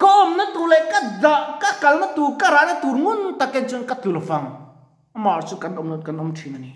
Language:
Mizo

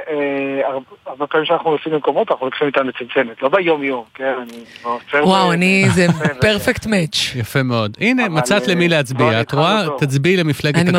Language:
Hebrew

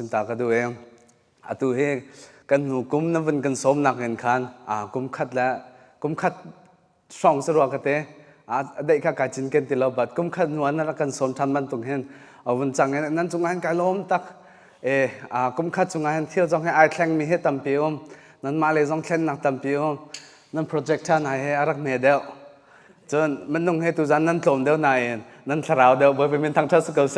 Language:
Hakha Chin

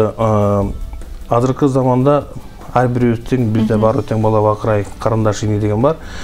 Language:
Kyrgyz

